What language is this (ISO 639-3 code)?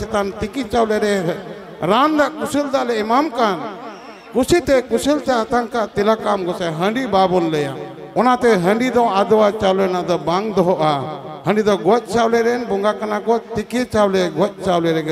sat